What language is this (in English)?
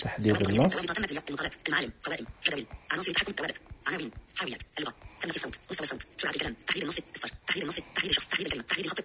Najdi Arabic